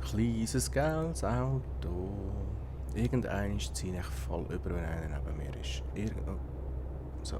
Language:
Swiss German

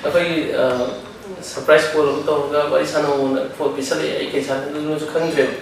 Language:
Manipuri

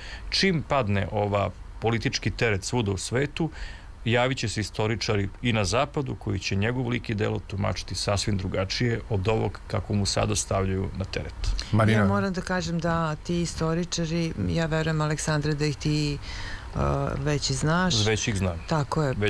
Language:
Serbian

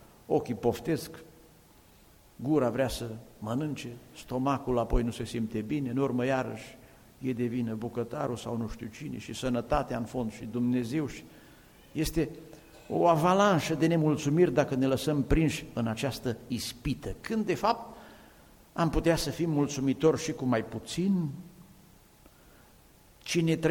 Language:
Romanian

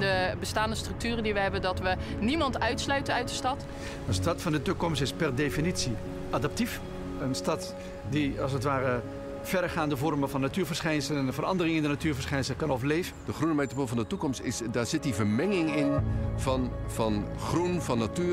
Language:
Dutch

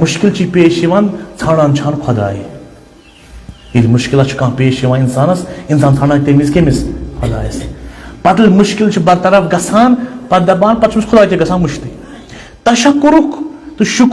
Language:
Kashmiri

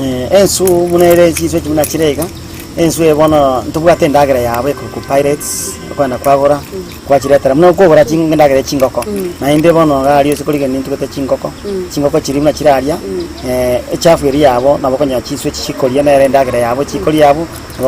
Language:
Gusii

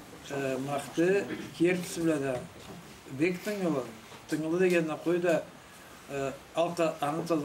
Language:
Karachay-Balkar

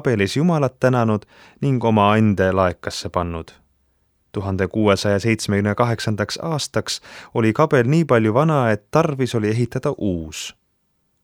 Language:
Estonian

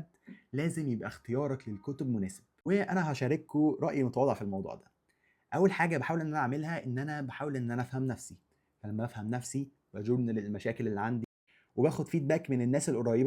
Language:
Egyptian Arabic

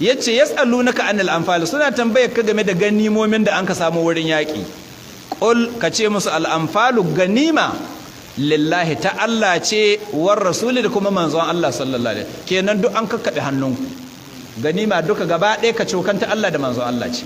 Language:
Hausa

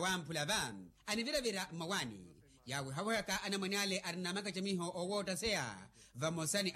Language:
Makhuwa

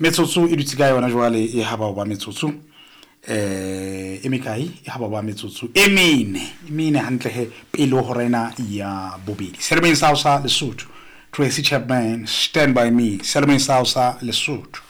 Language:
Southern Sotho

